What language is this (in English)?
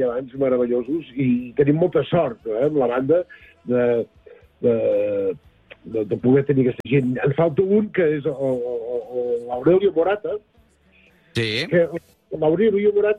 Catalan